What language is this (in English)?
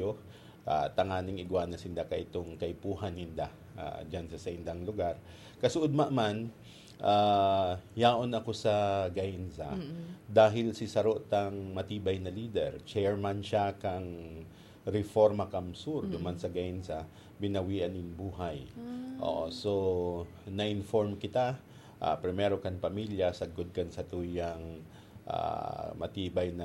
Bikol